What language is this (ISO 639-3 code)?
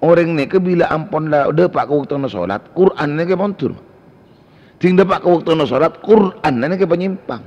mad